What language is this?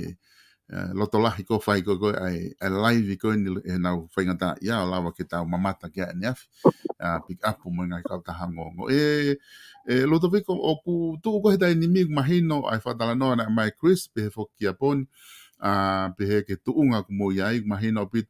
Tongan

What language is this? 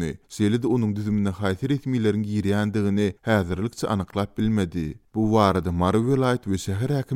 Turkmen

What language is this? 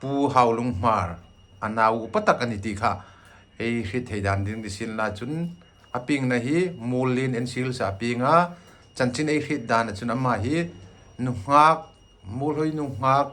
Hmar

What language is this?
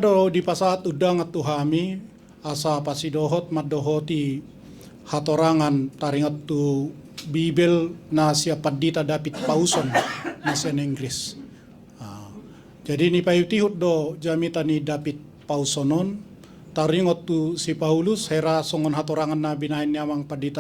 Batak Toba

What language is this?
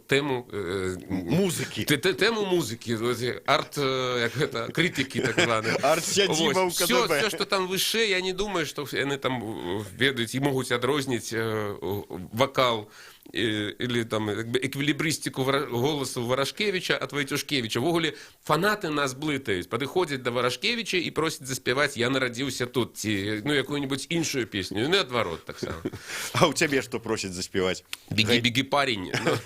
Belarusian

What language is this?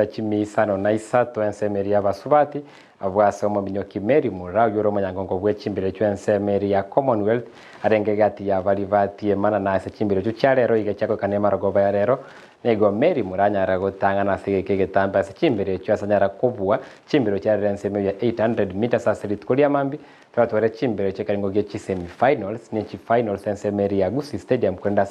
Gusii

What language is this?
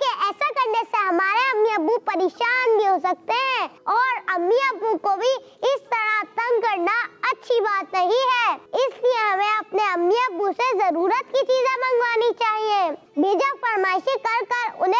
Hindi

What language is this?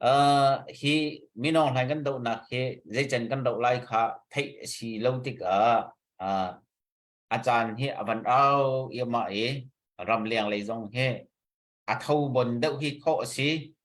Hakha Chin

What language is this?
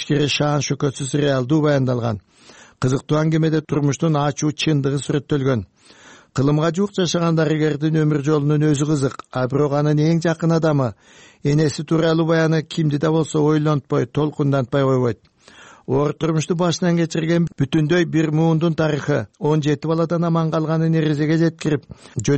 Kyrgyz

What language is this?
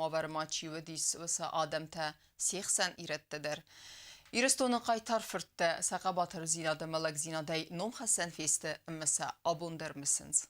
Ossetic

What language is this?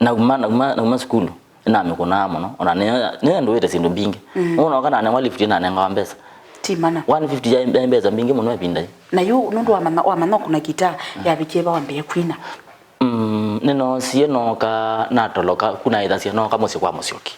Kamba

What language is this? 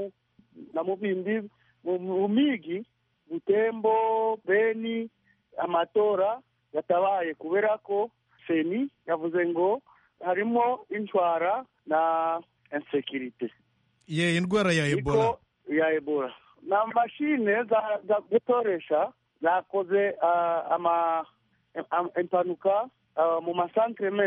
Kinyarwanda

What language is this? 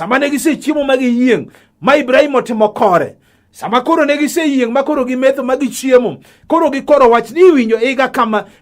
Luo (Kenya and Tanzania)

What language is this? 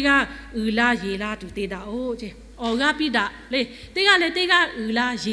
Lahu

